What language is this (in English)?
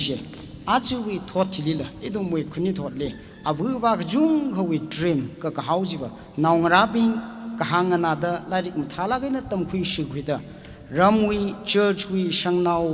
Tangkhul Naga (India)